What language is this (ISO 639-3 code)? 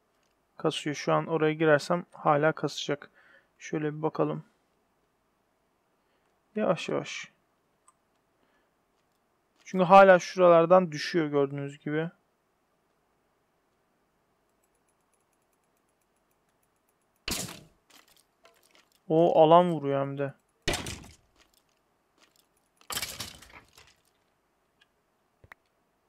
tur